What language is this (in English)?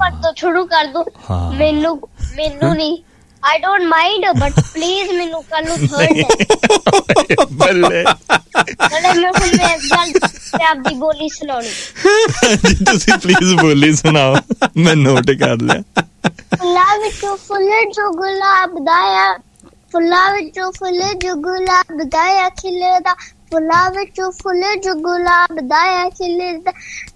Punjabi